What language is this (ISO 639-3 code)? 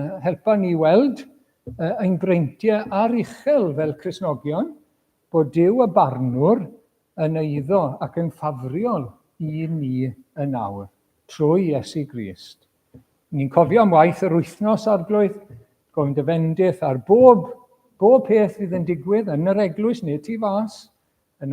cym